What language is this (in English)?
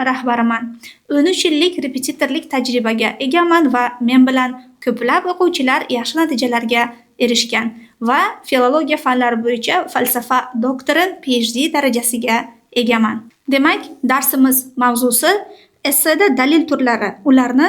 Uzbek